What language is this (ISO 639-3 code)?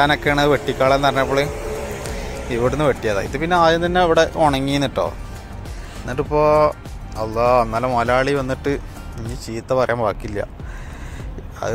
mal